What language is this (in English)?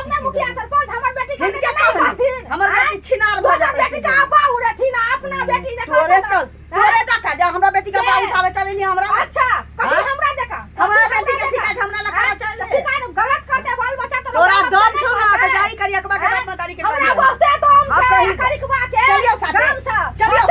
Maithili